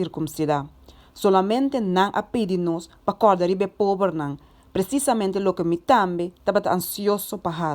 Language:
Papiamento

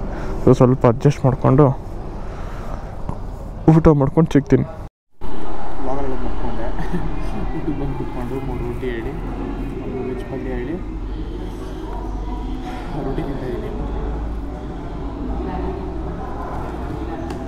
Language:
Kannada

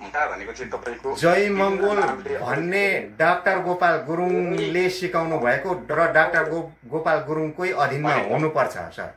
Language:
Nepali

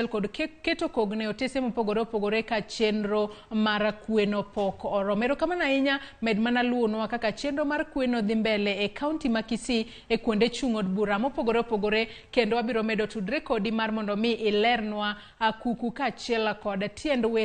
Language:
Luo (Kenya and Tanzania)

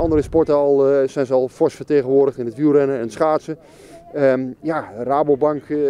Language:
Dutch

